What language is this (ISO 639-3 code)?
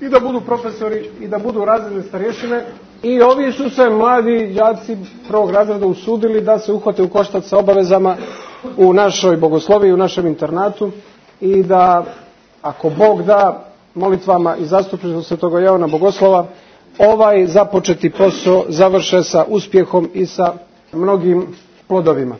srp